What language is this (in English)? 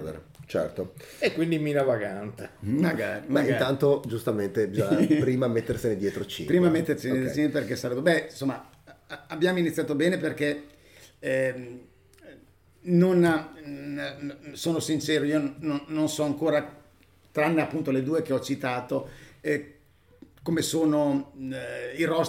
Italian